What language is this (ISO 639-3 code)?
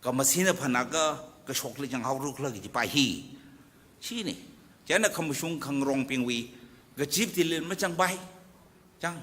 nmf